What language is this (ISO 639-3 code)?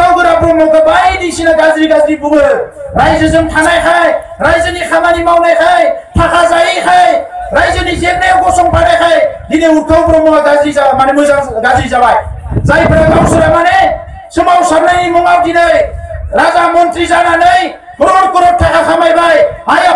brx